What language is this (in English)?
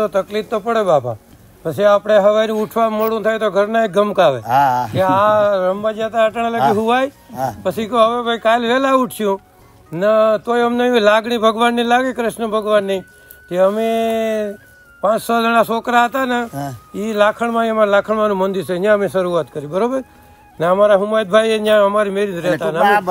Gujarati